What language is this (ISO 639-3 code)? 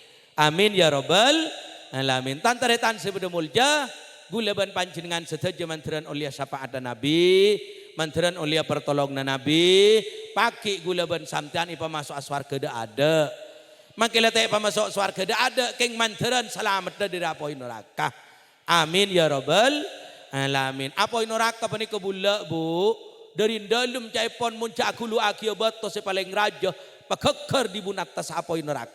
mad